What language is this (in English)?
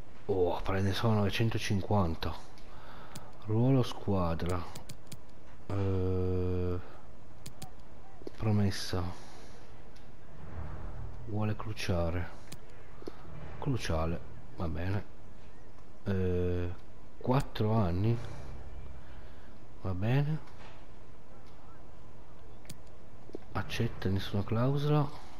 Italian